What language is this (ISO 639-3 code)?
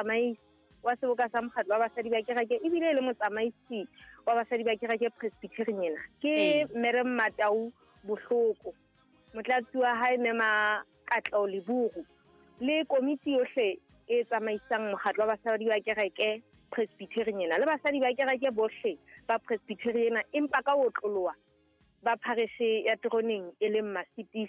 sot